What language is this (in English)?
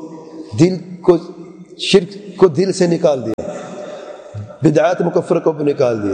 Urdu